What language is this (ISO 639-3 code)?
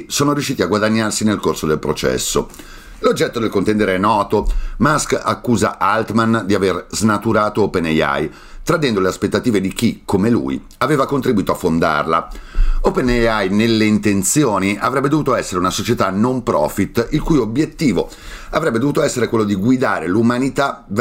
ita